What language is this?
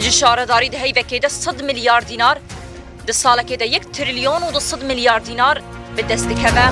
Kurdish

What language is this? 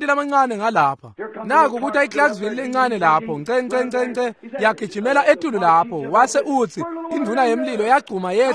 Swati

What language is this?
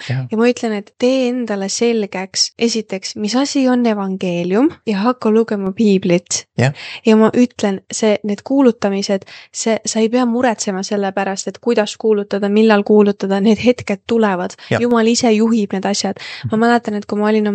Estonian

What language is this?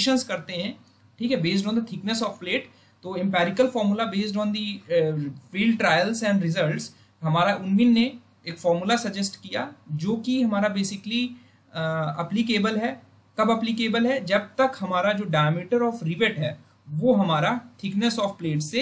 Hindi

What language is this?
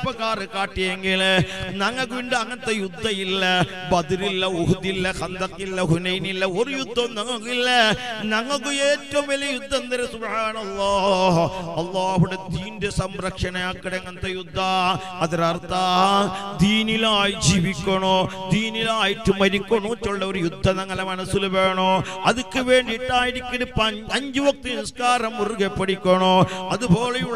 Malayalam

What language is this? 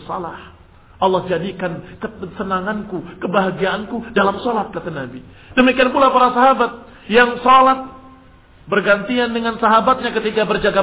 Indonesian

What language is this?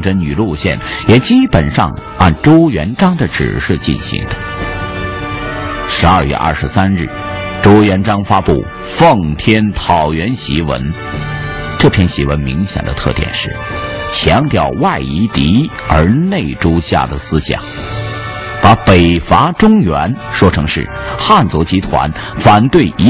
Chinese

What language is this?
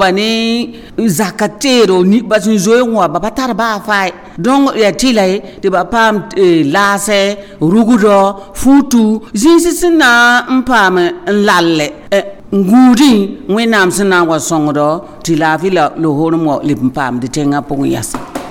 Mossi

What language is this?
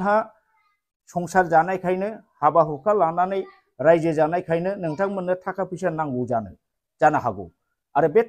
Bodo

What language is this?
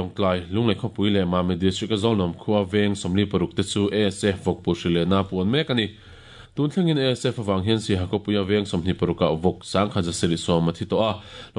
Mizo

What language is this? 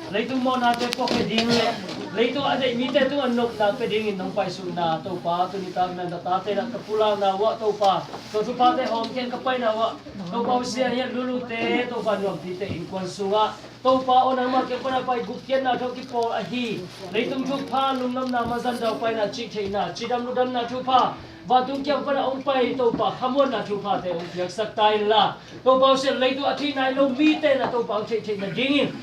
Tedim Chin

